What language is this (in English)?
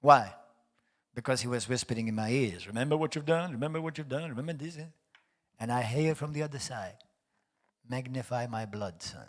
English